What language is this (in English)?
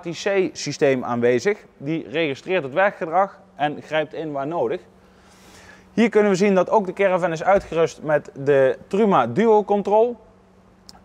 Dutch